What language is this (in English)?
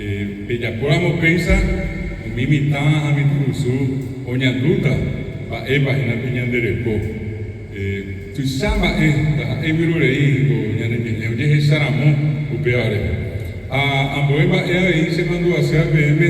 Guarani